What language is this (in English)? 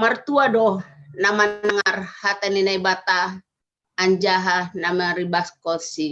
Batak Simalungun